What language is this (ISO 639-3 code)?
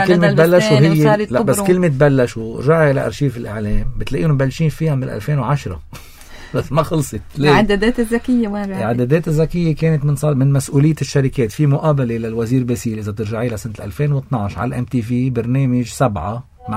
apc